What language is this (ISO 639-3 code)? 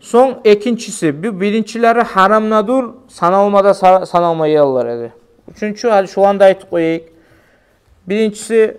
kum